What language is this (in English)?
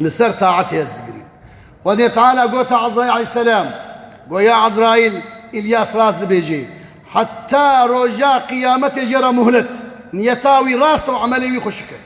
Kurdish